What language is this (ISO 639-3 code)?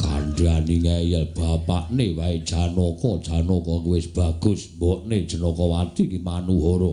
jav